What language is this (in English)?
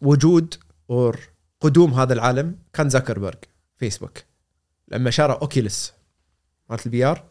Gulf Arabic